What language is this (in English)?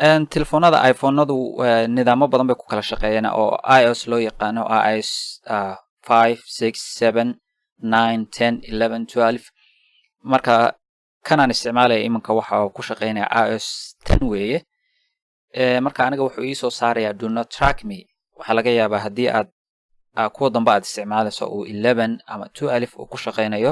Somali